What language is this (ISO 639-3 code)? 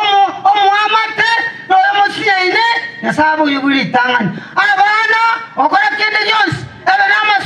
guz